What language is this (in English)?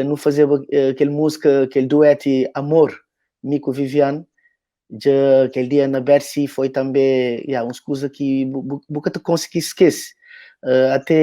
Kabuverdianu